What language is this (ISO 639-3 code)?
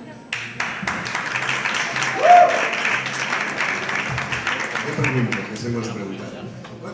spa